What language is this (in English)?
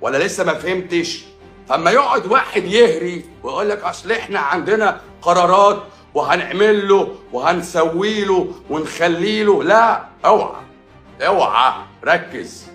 Egyptian Arabic